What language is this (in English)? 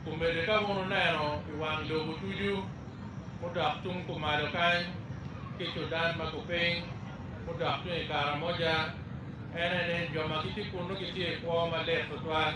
Acoli